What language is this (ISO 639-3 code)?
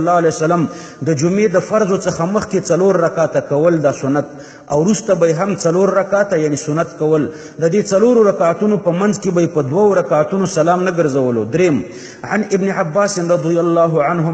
pus